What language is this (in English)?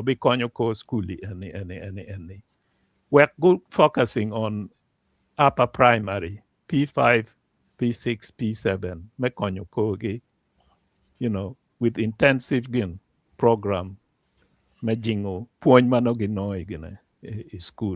Acoli